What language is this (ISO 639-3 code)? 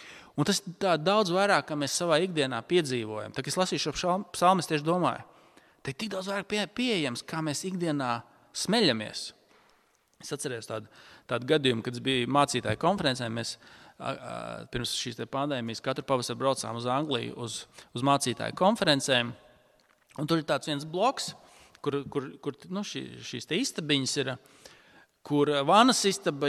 lav